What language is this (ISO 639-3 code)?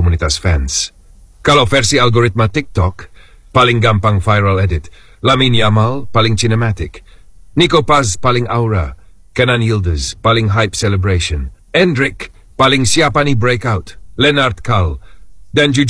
ind